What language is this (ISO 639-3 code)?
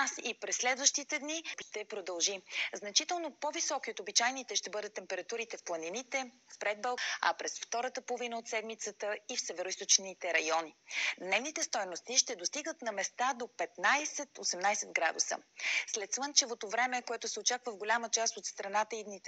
bul